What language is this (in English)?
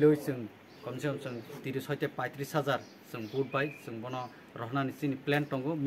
Kok Borok